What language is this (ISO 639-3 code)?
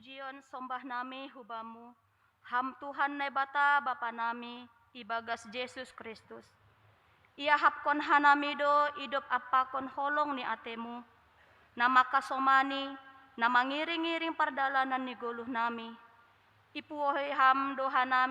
bts